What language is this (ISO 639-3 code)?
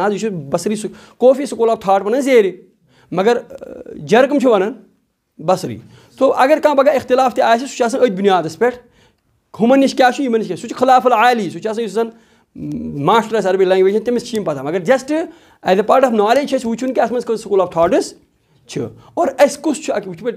kas